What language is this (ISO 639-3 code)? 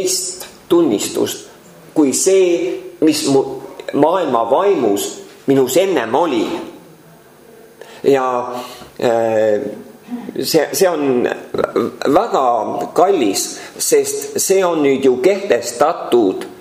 est